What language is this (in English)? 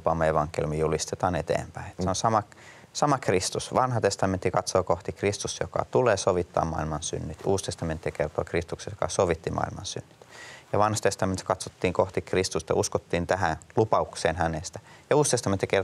Finnish